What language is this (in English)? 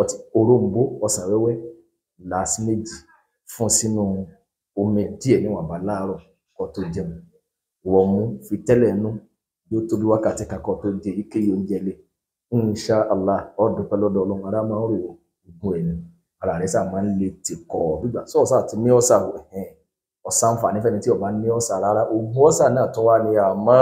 Yoruba